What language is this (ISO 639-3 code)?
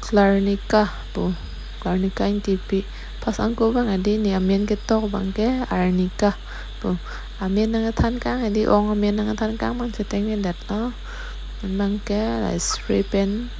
mjw